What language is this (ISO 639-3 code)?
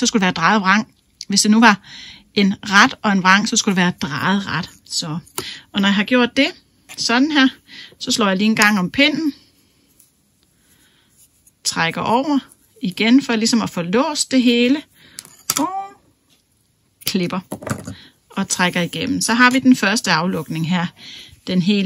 dan